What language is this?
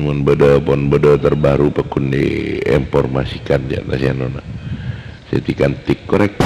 Madurese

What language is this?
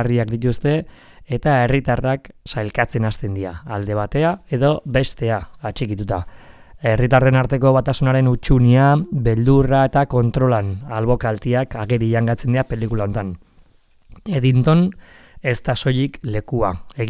Basque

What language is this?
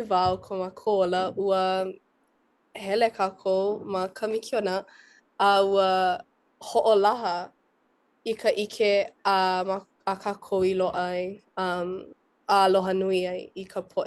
Hawaiian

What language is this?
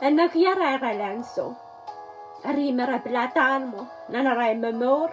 Pohnpeian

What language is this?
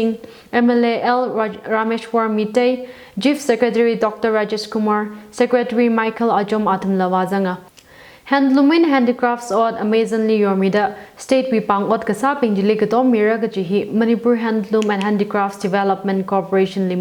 Tangkhul Naga (India)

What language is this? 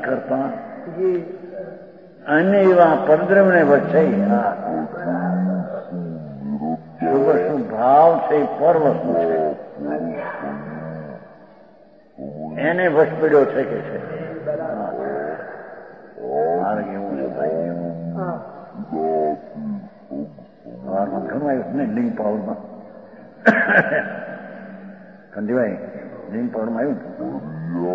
Gujarati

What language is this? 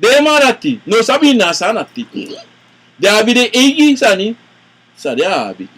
Sranan Tongo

